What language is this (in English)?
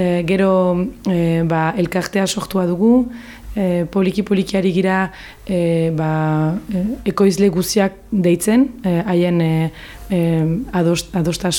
Basque